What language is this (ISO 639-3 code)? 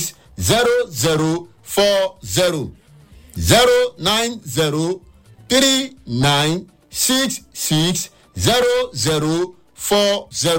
pcm